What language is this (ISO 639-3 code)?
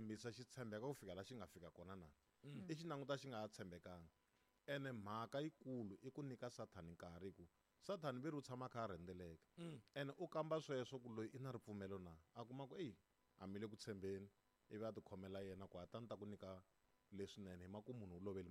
tso